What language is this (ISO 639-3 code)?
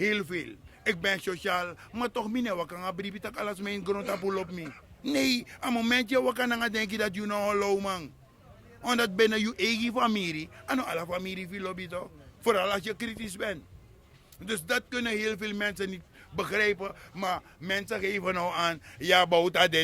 srn